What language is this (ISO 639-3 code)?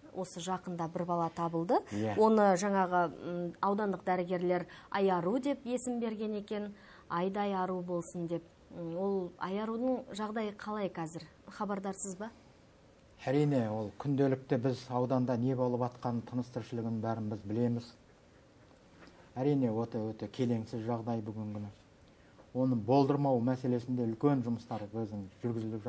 kaz